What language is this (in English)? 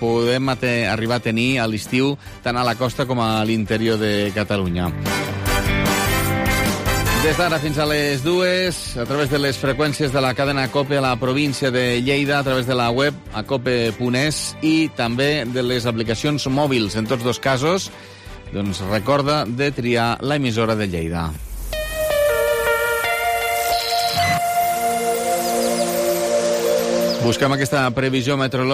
Catalan